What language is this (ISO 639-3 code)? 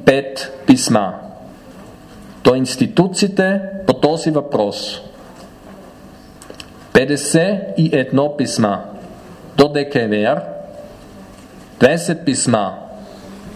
bul